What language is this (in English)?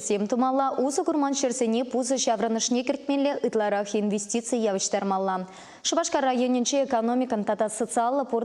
Chuvash